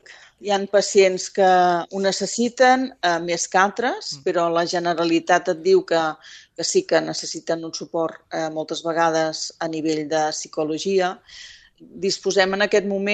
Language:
Catalan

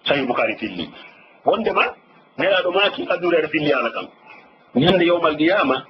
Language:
Fula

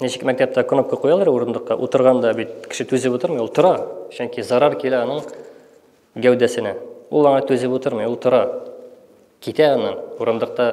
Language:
Tatar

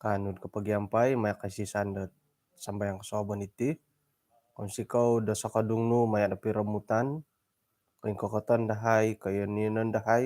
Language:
Central Dusun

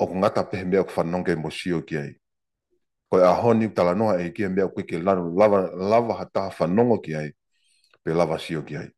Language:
Tongan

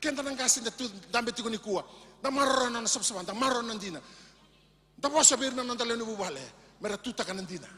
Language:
Fijian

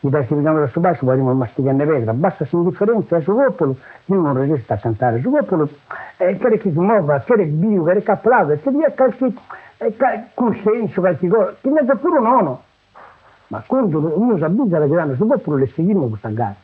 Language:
Sardinian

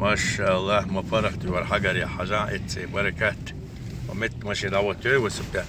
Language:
Chechen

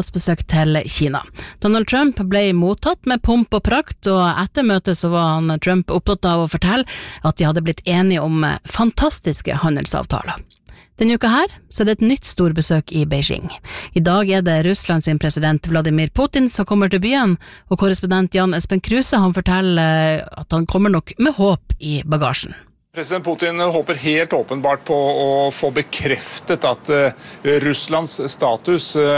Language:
Norwegian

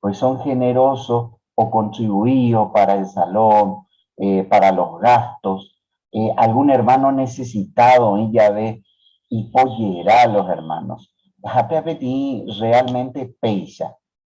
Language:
Guarani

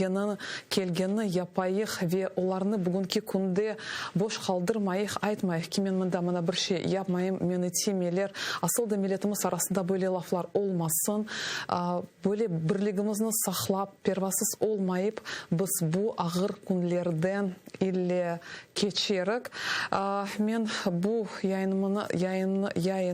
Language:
Crimean Tatar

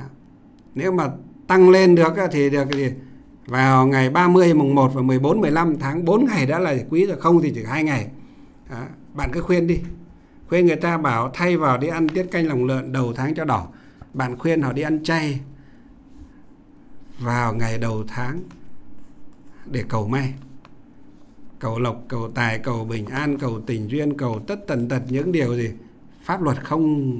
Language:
Vietnamese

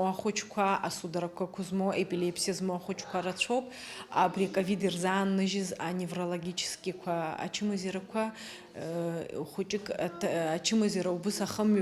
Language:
Abkhazian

